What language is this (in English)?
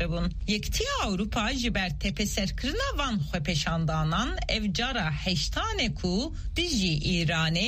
Kurdish